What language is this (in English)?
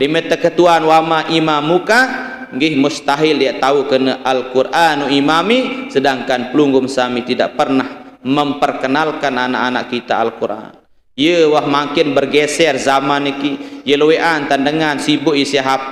Sasak